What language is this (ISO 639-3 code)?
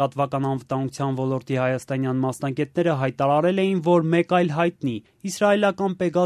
hye